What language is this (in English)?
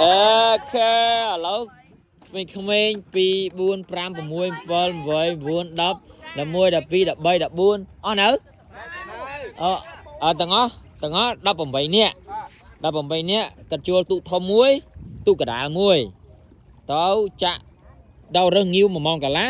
Khmer